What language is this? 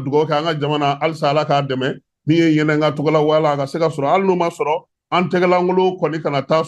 Bambara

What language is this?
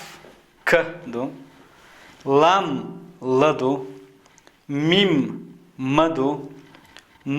Chechen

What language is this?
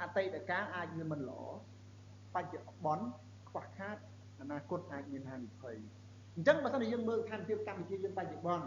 Khmer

